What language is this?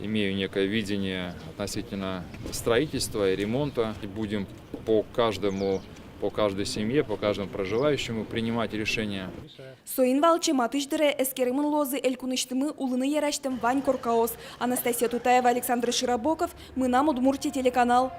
Udmurt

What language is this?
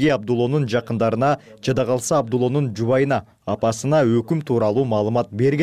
Kyrgyz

